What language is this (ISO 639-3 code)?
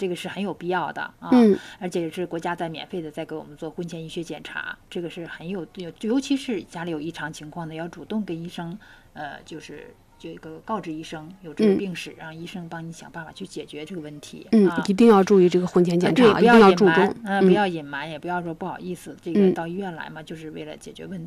zho